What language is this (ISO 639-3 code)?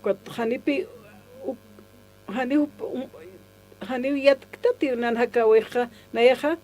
aym